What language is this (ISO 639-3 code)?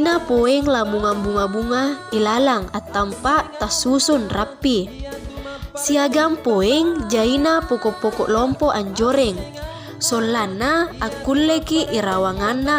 mak